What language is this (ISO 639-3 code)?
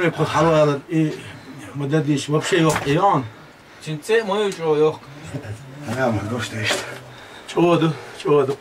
che